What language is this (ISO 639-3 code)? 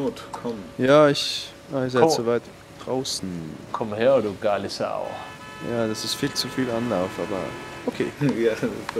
gsw